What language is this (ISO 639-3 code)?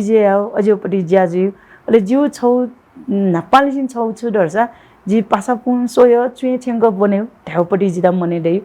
new